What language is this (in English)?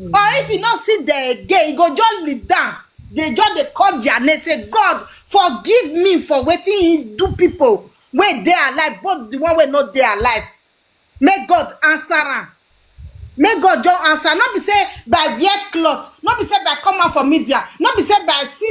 Nigerian Pidgin